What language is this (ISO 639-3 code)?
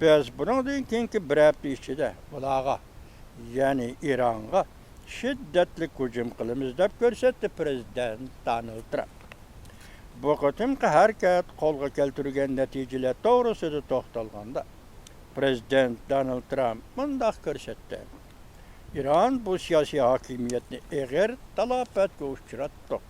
uig